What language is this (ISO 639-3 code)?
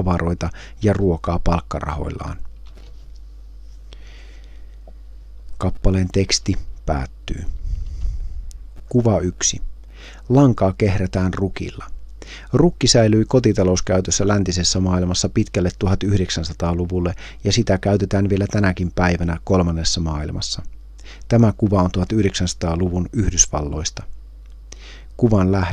fin